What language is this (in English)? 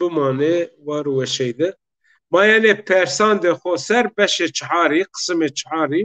Zaza